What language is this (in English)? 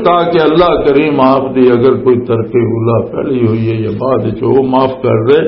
Western Panjabi